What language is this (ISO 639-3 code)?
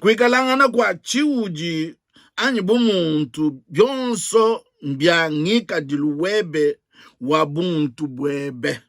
lua